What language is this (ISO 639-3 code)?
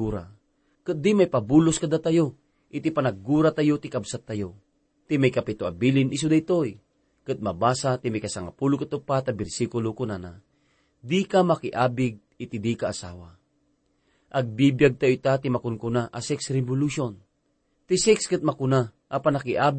ilo